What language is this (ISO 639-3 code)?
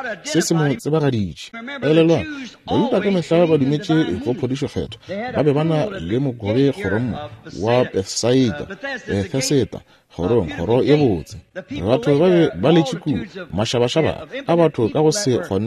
nso